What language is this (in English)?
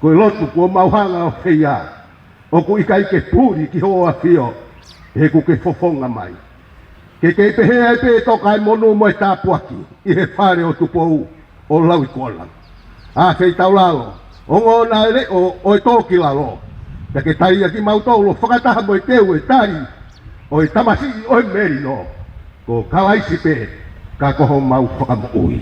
Tongan